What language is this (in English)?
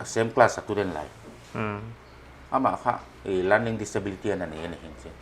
Paite Chin